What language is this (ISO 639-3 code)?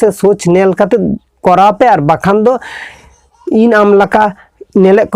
sat